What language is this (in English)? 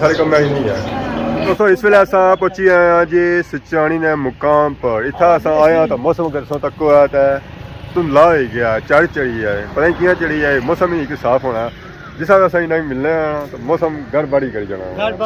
Pahari-Potwari